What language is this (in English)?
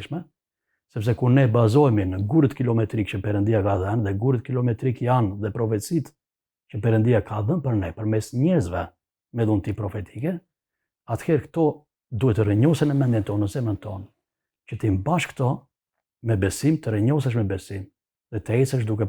Albanian